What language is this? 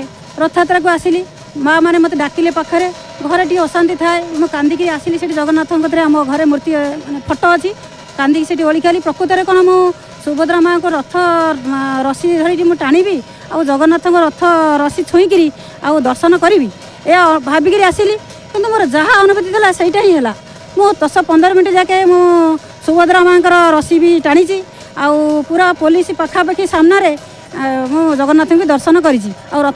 Odia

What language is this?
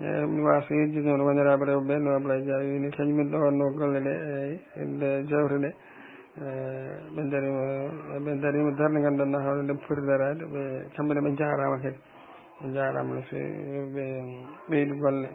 Fula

